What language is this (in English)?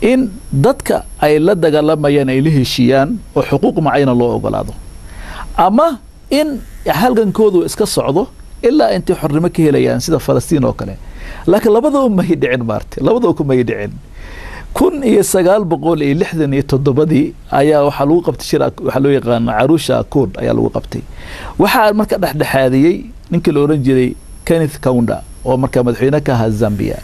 Somali